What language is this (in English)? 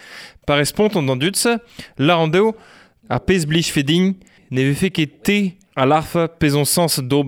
Breton